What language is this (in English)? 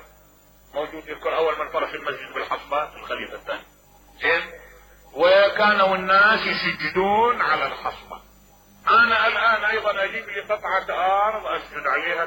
Mesopotamian Arabic